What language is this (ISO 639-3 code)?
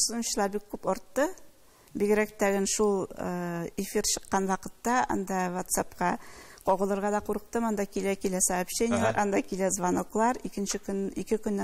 tat